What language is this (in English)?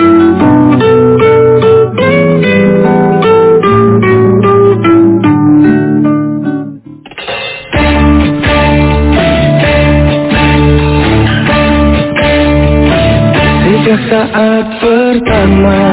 Indonesian